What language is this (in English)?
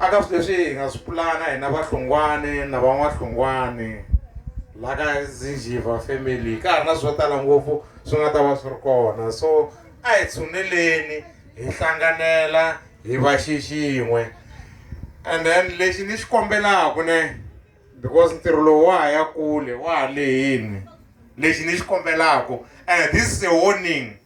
Tsonga